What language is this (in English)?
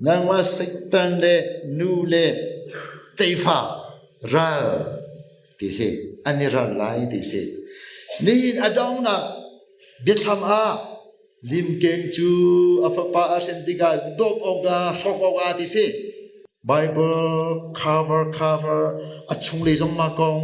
Hakha Chin